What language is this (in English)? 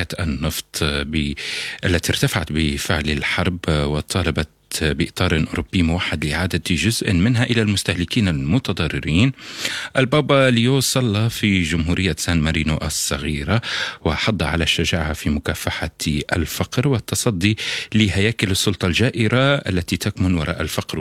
Arabic